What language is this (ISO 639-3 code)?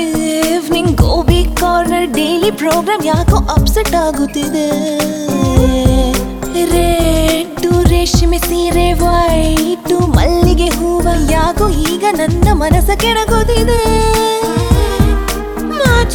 kan